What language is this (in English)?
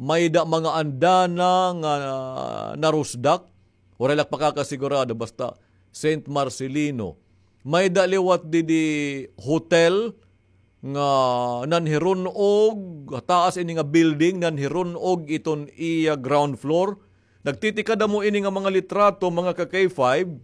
Waray